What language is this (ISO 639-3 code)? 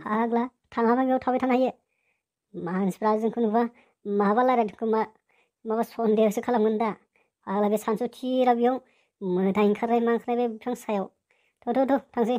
brx